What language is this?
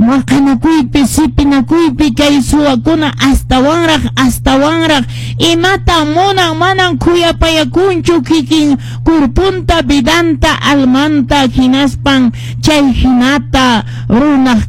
Quechua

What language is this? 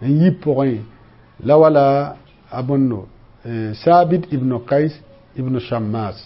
Mossi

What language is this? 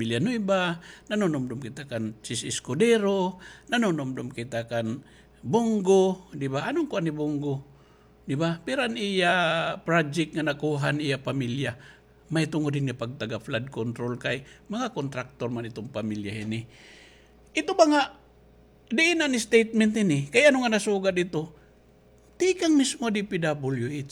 Waray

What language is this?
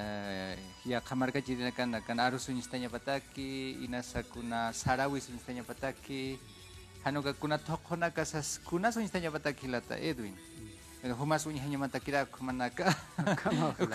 Aymara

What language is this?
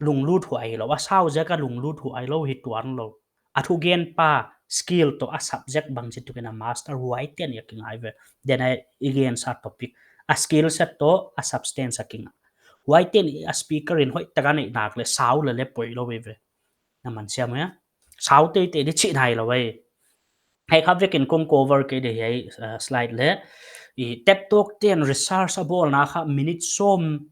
Paite Chin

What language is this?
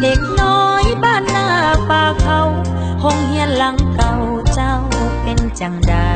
Lao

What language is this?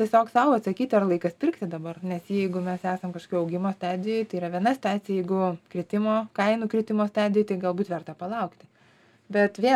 Lithuanian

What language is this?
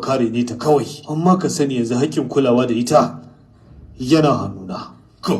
Hausa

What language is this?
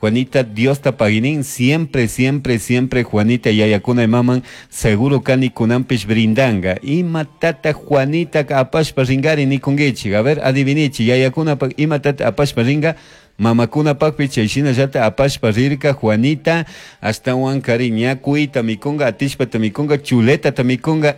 Chimborazo Highland Quichua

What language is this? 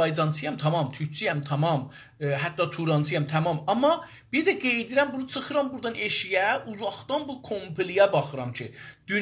South Azerbaijani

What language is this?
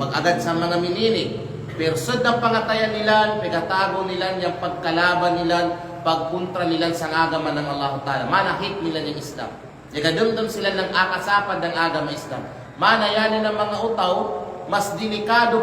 Kalagan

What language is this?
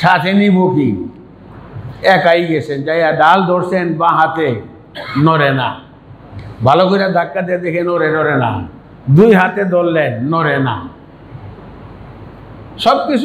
Bangla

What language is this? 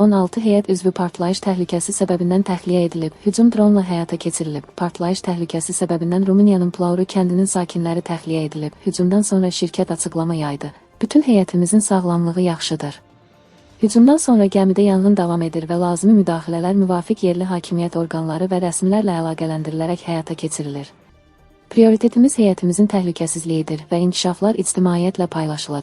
Azerbaijani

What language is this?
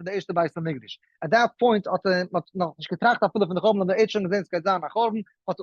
Yiddish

